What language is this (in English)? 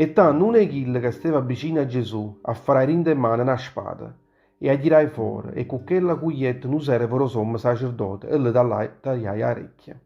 Neapolitan